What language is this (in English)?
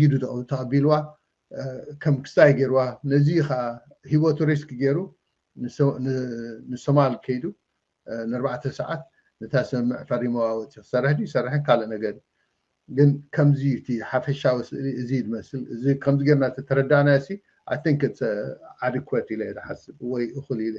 Tigrinya